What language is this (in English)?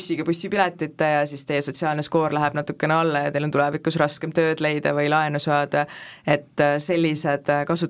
Estonian